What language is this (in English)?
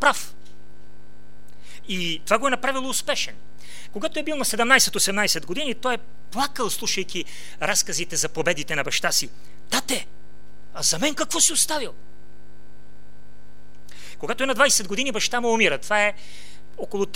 Bulgarian